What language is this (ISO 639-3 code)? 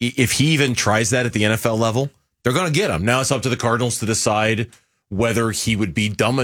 eng